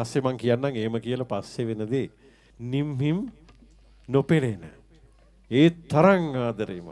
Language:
Sinhala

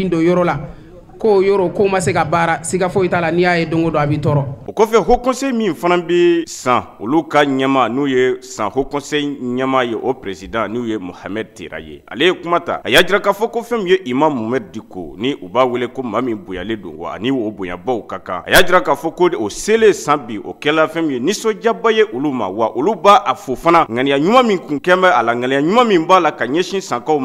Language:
Bambara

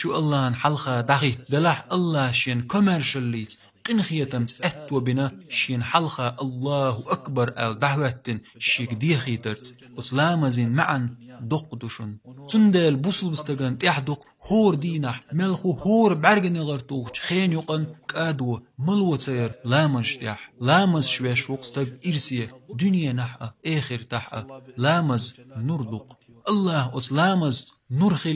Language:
Chechen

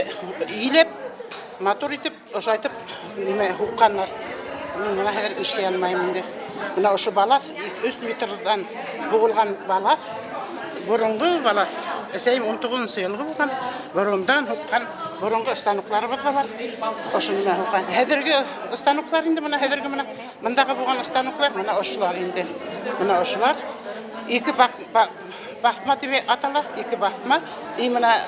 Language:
Bashkir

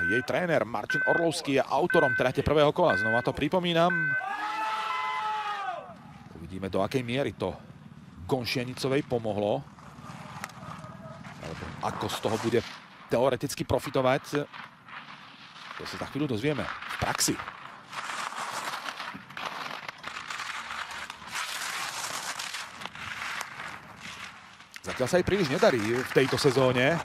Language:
Slovak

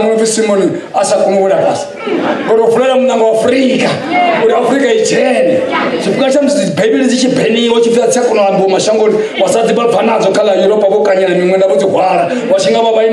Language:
Venda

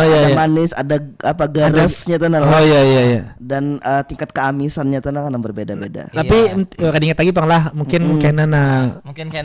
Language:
Banjar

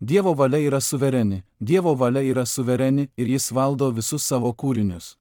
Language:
Lithuanian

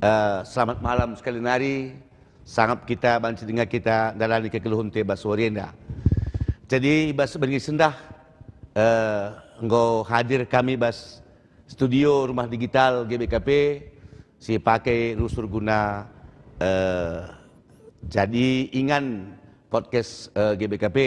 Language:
Batak Karo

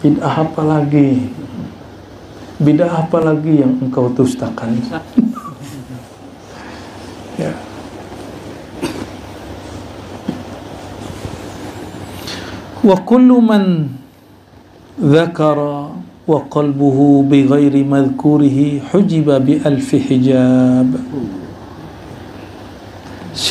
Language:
Indonesian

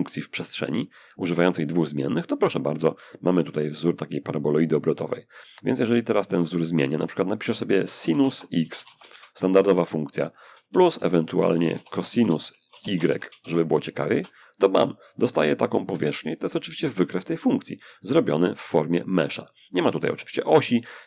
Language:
Polish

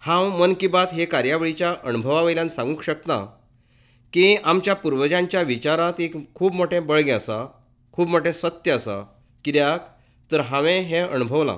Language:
Konkani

